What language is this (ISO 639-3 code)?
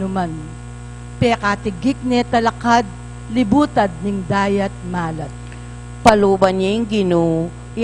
pam